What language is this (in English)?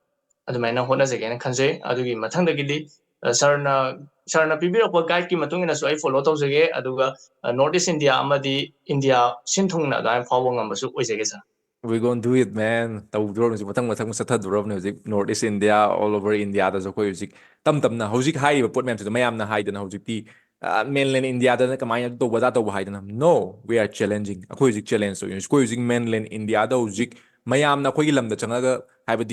Manipuri